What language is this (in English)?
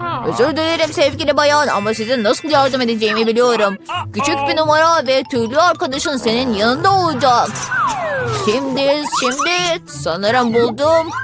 Turkish